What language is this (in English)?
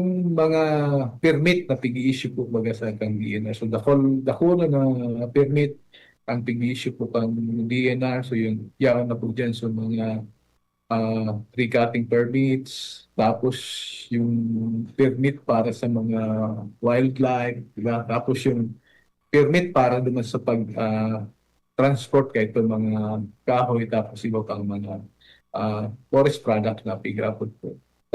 Bikol